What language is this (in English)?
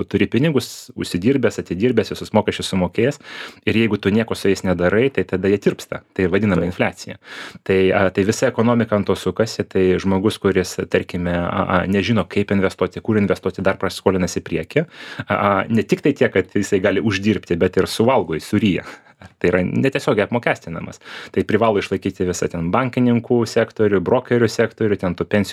Lithuanian